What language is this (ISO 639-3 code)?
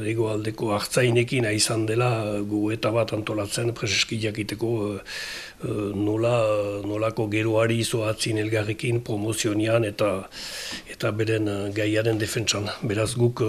eus